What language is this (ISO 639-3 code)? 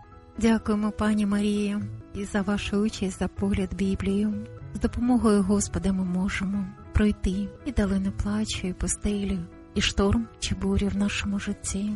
ukr